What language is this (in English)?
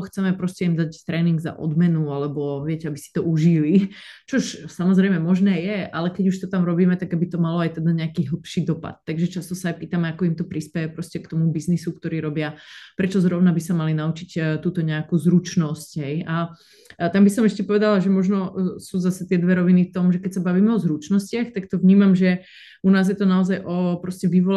Slovak